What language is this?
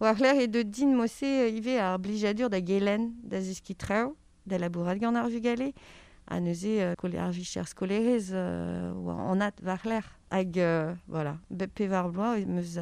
Breton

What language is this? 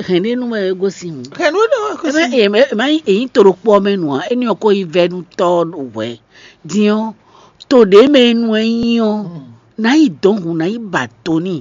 Fon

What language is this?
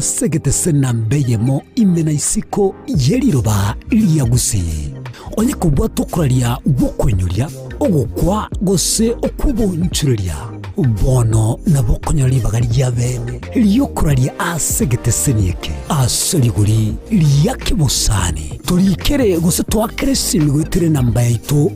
Gusii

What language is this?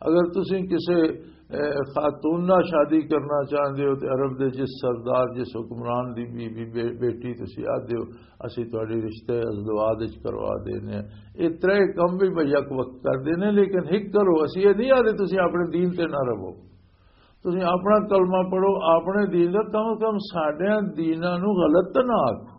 Western Panjabi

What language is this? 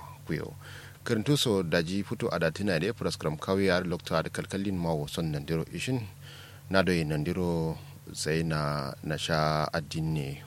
Kanuri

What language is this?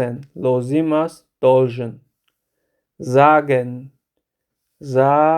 Tajik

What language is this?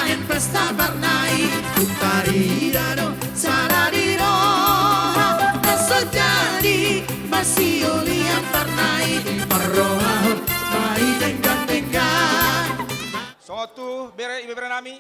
Batak Toba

